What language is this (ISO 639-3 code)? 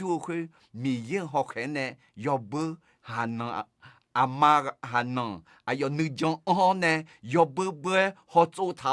ahk